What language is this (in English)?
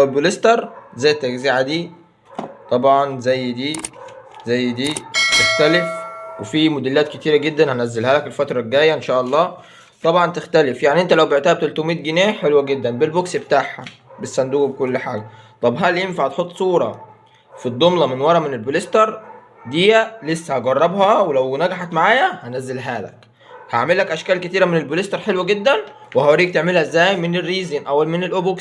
Egyptian Arabic